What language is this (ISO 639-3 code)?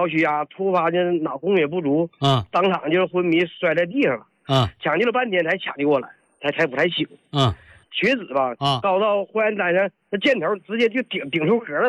zho